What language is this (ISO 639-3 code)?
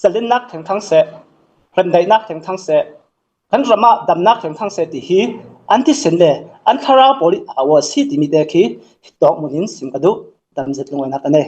cnh